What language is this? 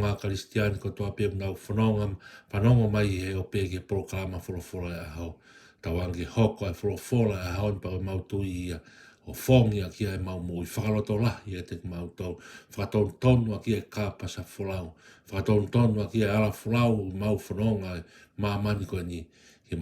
Tongan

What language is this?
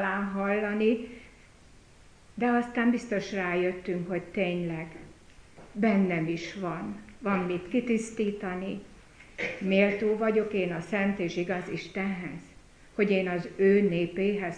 Hungarian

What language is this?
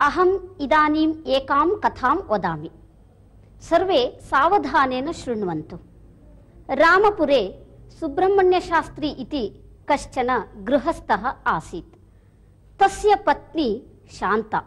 Sanskrit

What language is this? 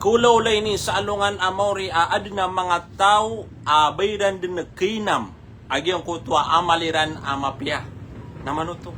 Maranao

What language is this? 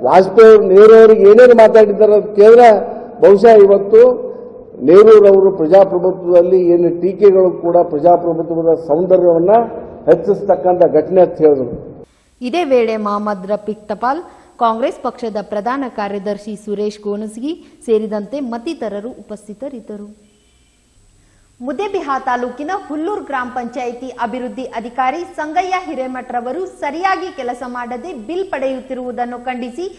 Kannada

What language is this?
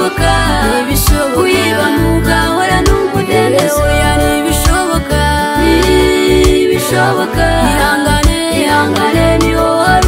Kinyarwanda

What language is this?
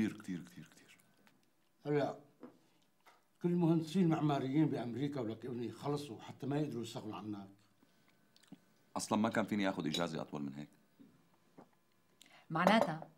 North Levantine Arabic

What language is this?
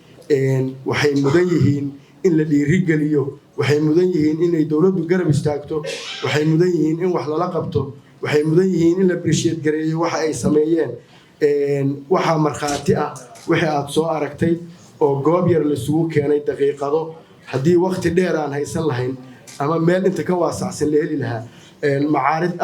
Somali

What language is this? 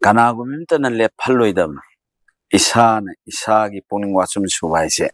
Manipuri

